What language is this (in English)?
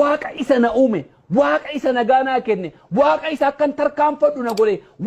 Oromo